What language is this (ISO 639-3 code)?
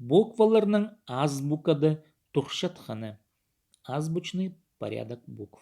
kjh